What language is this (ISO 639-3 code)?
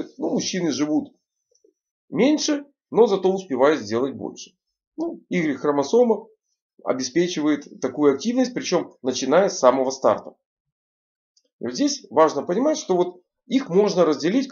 rus